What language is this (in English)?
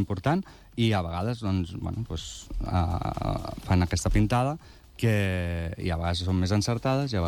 Catalan